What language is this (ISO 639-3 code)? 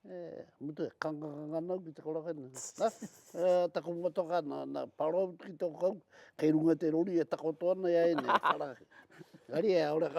mri